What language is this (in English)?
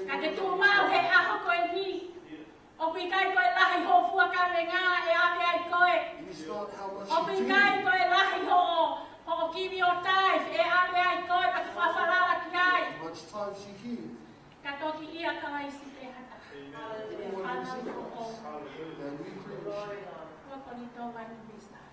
Tongan